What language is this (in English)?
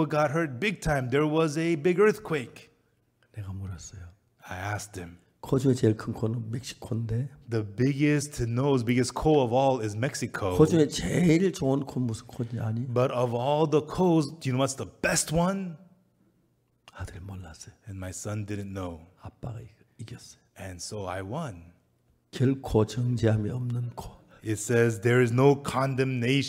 Korean